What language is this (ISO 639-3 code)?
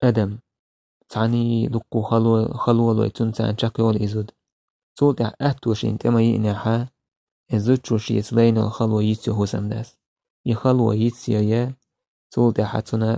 che